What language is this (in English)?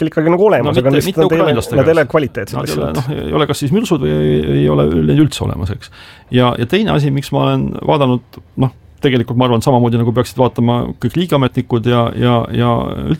Estonian